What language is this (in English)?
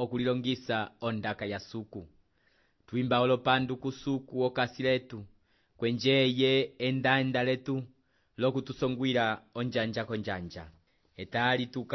Umbundu